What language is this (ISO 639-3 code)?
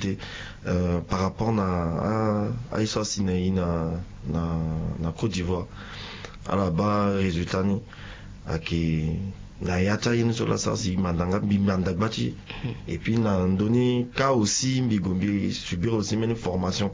sag